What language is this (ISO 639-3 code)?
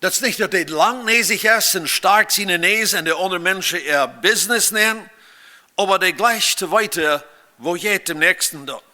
pdt